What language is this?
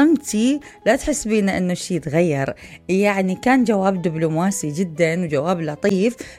Mesopotamian Arabic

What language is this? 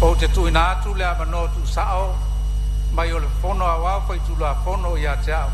Samoan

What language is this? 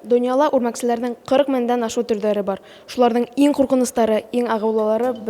Bashkir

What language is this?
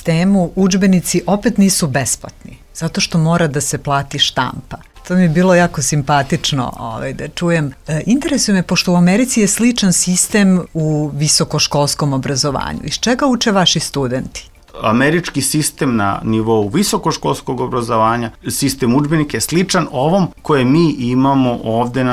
Serbian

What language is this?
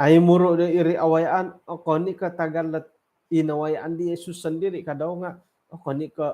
Central Dusun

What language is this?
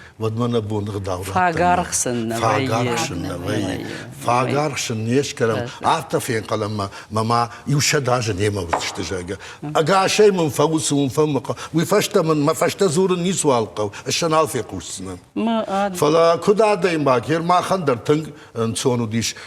Ossetic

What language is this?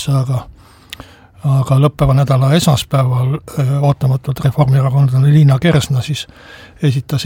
Estonian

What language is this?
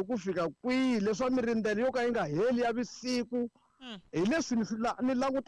Tsonga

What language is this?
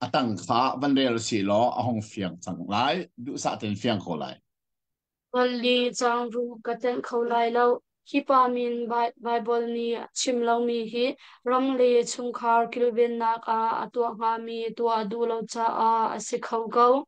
Hakha Chin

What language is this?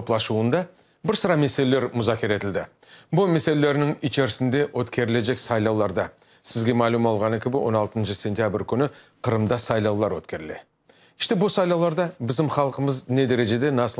Crimean Tatar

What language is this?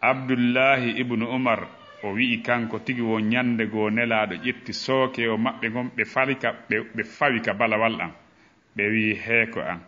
Fula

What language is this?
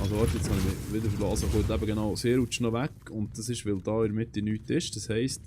Swiss German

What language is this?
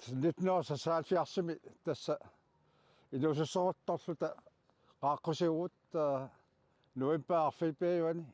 Kalaallisut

